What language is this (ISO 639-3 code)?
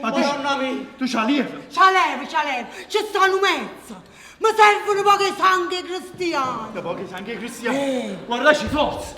nap